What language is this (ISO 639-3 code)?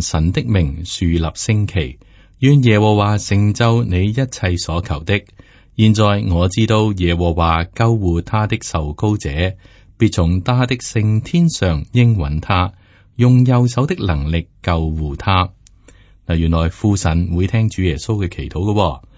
yue